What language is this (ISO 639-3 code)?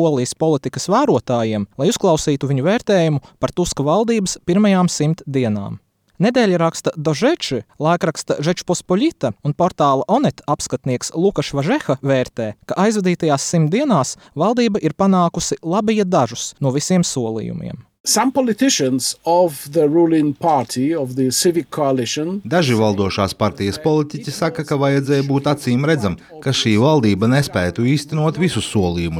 lav